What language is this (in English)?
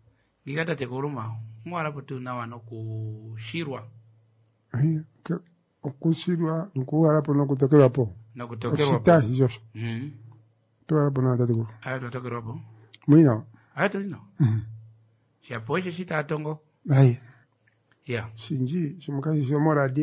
Kuanyama